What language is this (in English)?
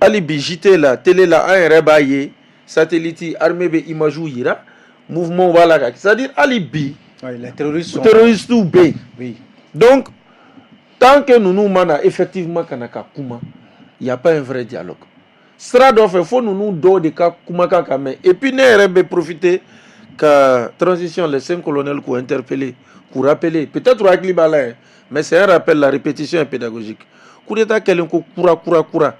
Bambara